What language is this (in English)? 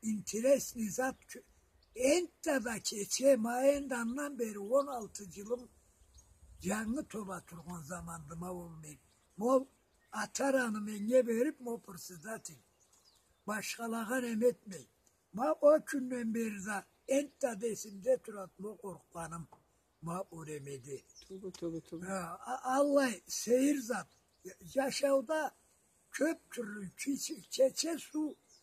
Karachay-Balkar